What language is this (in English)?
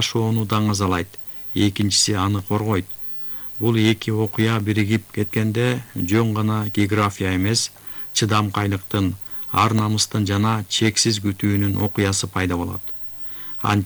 Kyrgyz